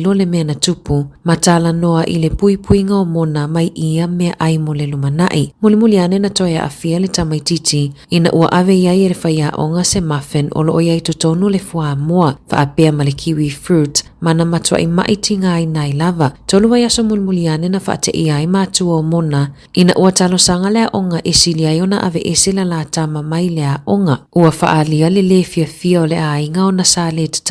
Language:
Samoan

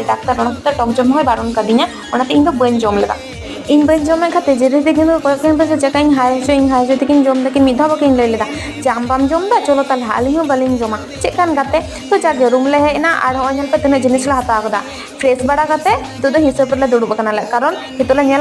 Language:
Santali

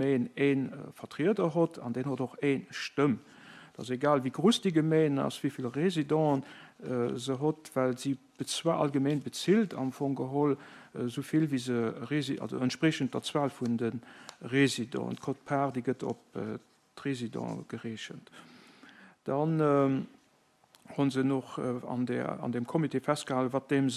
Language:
Luxembourgish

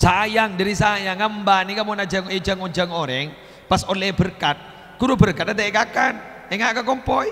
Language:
Madurese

